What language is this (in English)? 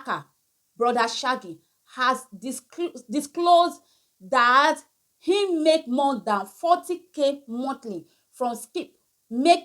Nigerian Pidgin